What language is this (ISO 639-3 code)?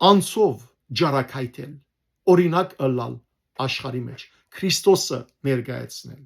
hyw